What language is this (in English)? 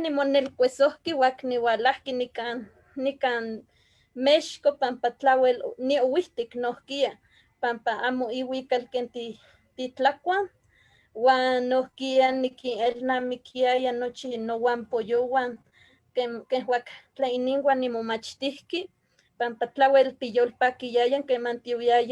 Eastern Huasteca Nahuatl